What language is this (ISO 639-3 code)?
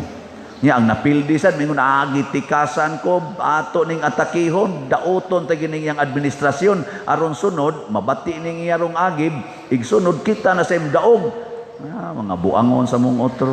ceb